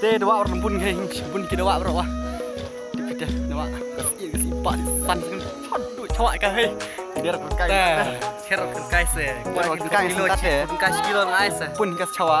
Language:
Khasi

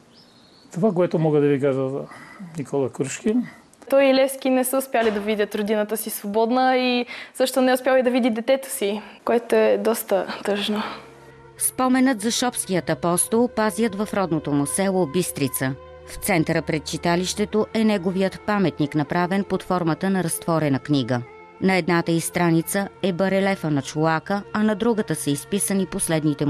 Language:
Bulgarian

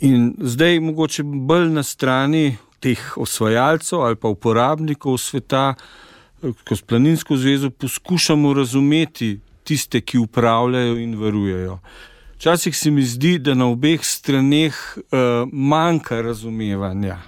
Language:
Slovenian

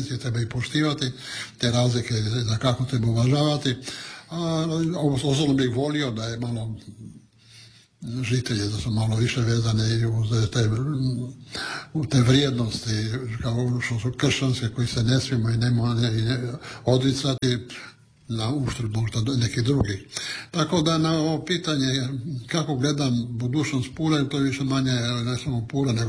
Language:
Croatian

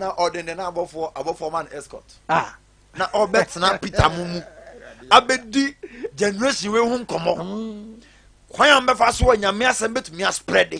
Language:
Akan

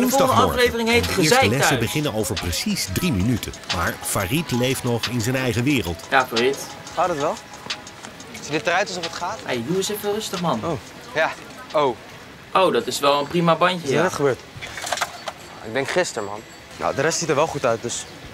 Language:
Dutch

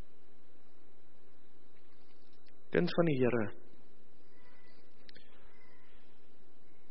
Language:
Afrikaans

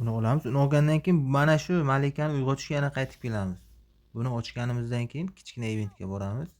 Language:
Uzbek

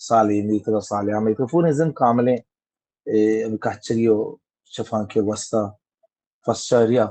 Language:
Baluchi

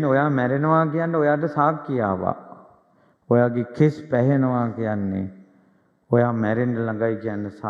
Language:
Sinhala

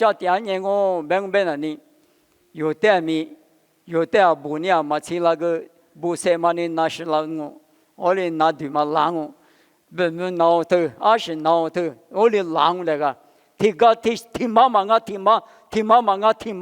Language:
Lisu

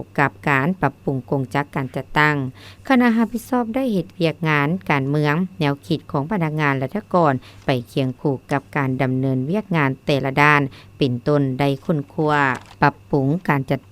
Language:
Lao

